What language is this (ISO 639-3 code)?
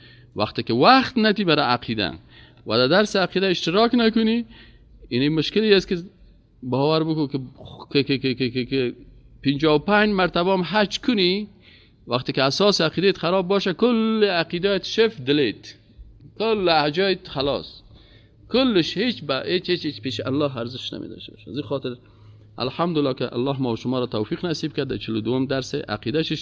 fas